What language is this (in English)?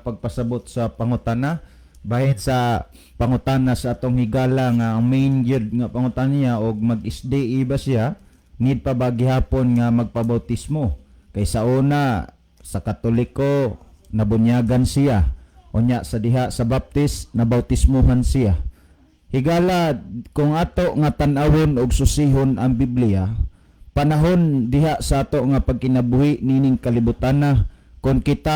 Cebuano